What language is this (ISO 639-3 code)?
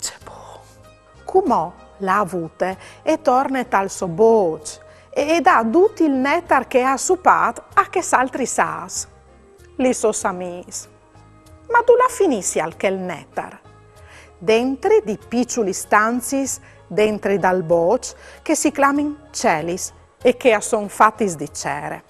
fur